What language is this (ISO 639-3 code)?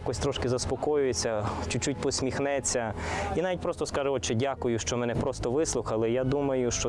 ukr